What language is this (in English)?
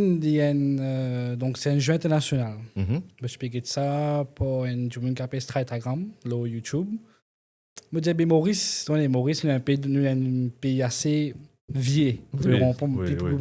Morisyen